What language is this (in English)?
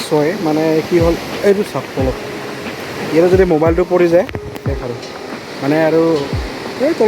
Assamese